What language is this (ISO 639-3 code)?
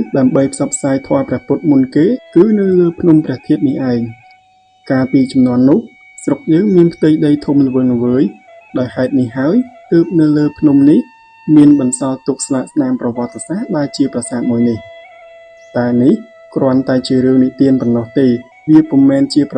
khm